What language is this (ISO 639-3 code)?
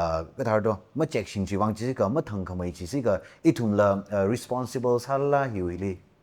nmf